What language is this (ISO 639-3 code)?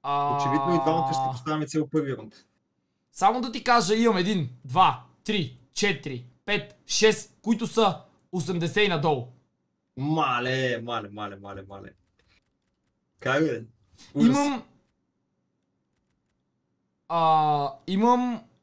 bul